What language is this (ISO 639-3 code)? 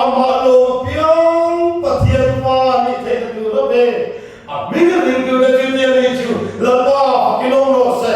lus